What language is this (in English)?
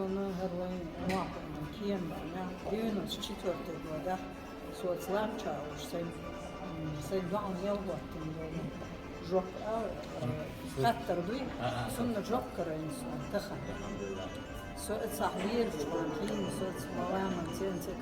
Chechen